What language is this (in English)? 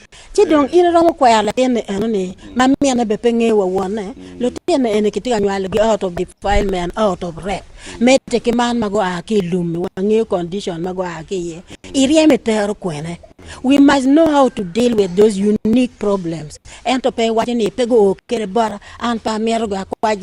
Acoli